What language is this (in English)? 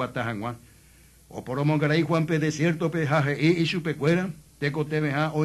Guarani